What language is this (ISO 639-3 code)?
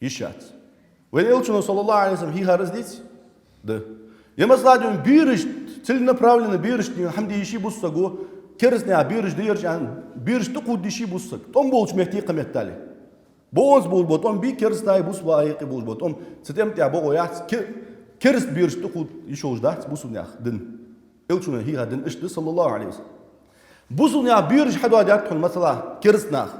inh